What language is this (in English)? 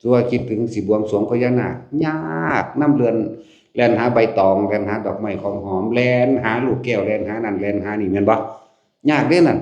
Northeastern Thai